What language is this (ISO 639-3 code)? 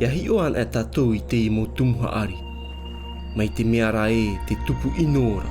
tah